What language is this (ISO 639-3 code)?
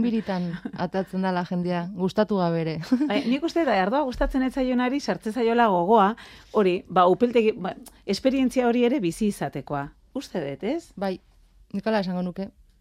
eus